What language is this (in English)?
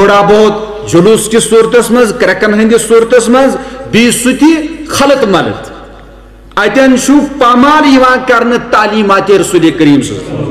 Kashmiri